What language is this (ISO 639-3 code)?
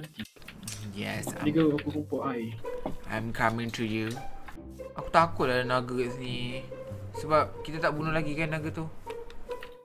msa